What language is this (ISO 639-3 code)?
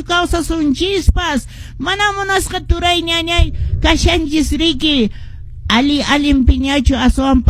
que